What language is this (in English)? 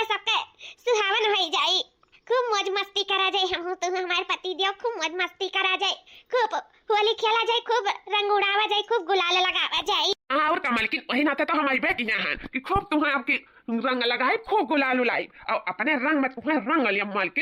Awadhi